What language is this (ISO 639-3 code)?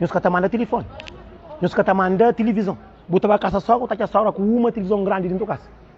kea